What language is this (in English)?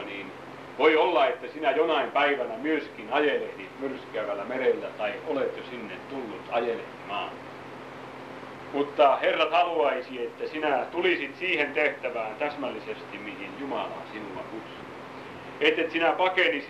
Finnish